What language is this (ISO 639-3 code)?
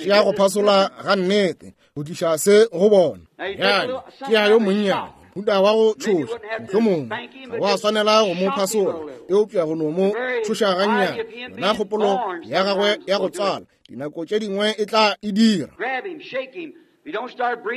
nso